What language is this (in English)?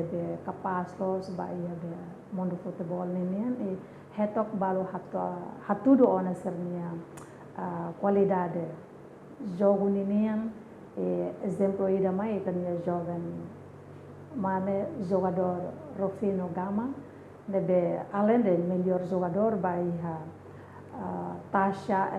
Tetum